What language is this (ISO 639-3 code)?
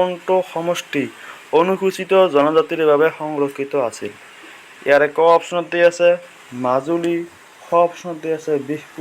asm